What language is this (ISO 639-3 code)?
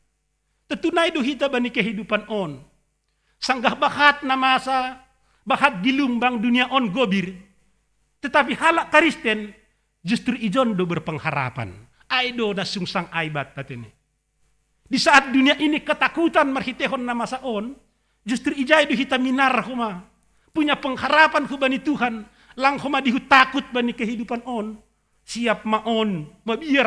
bts